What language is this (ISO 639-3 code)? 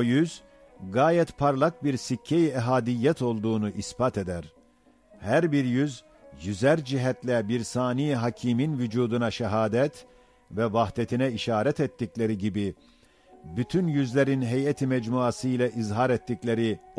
ota